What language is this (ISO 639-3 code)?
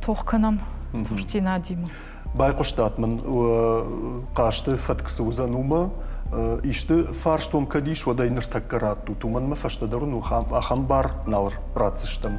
oss